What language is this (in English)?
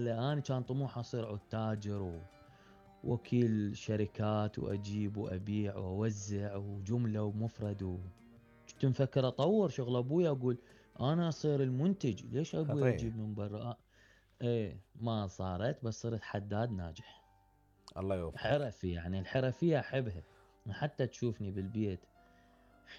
Mesopotamian Arabic